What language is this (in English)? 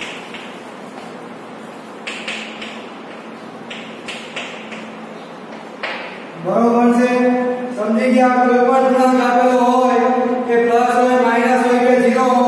Gujarati